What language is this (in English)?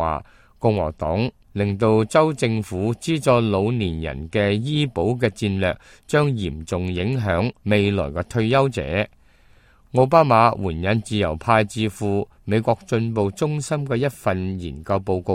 Cantonese